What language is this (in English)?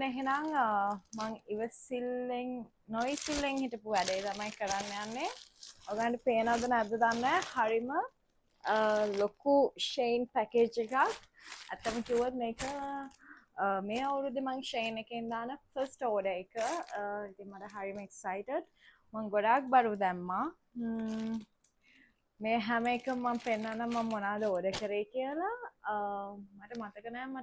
Sinhala